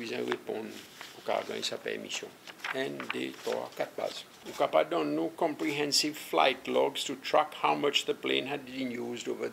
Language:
Seselwa Creole French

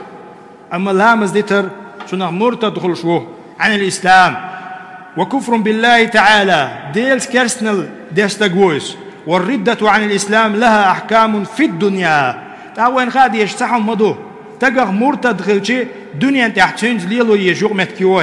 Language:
Chechen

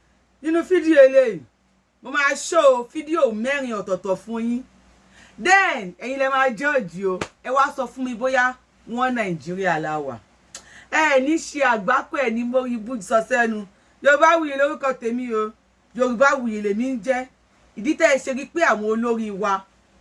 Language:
Yoruba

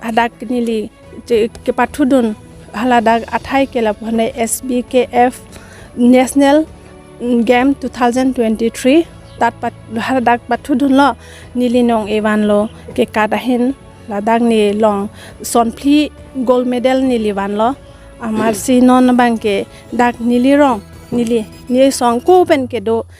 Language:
Karbi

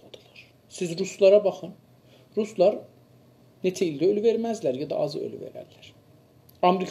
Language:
South Azerbaijani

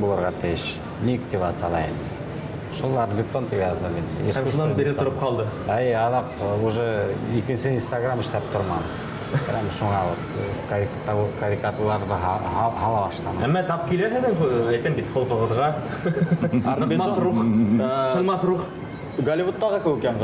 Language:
Bashkir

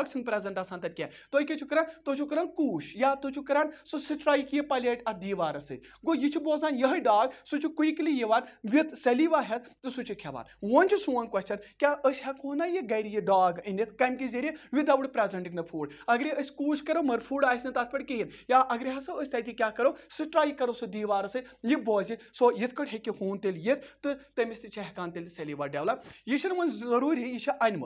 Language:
Kashmiri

